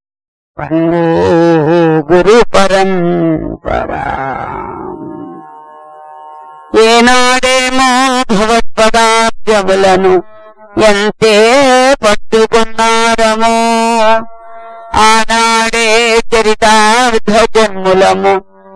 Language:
Telugu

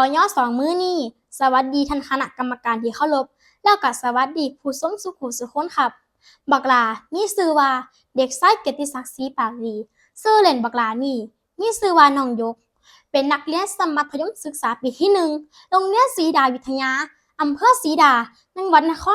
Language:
Northeastern Thai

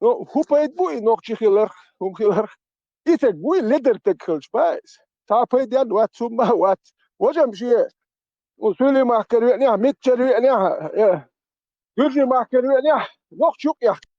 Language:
Chechen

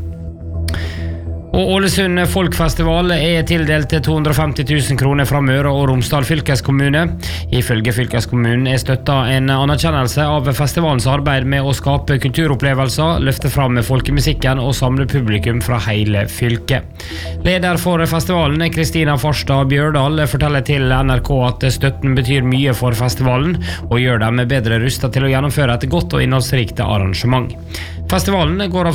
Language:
Norwegian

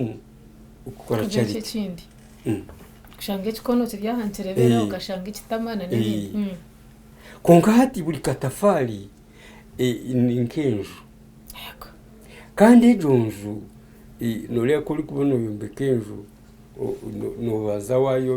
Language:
Nyankole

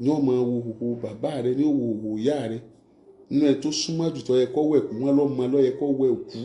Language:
Yoruba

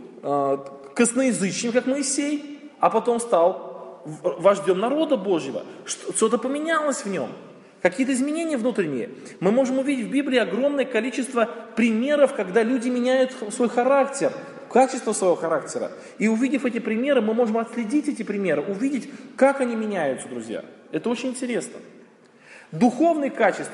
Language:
Russian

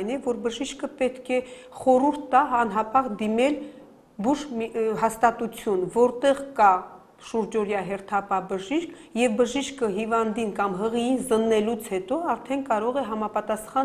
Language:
Armenian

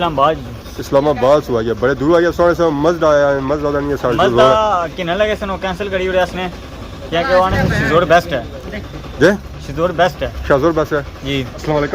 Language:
Pahari-Potwari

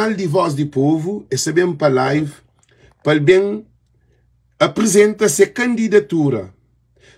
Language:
Kabuverdianu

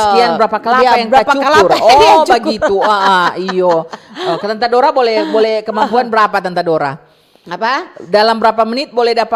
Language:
Manado Malay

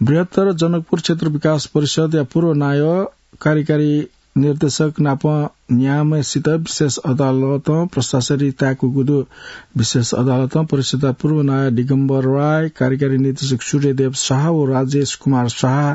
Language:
Newari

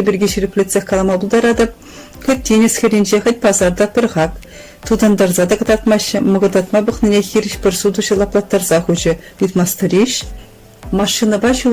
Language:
Chuvash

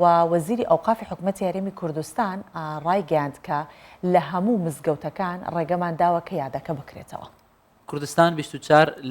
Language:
Central Kurdish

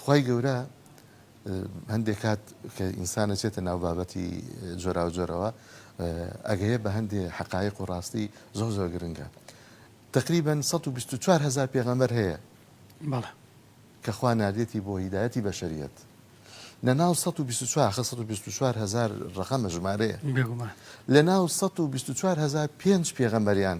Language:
Central Kurdish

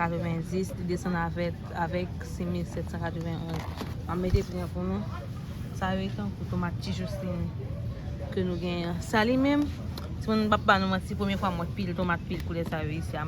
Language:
Haitian Creole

